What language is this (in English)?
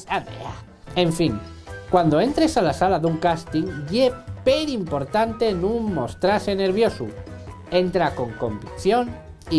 Asturian